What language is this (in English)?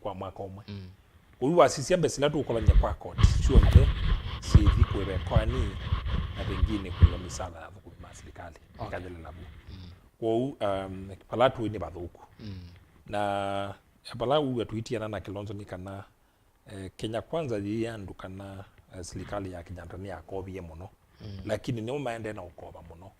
Kamba